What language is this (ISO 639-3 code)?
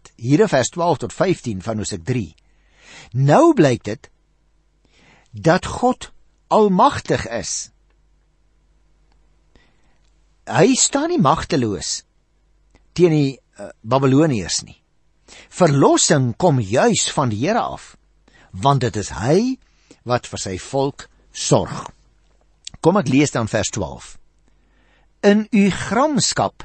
afr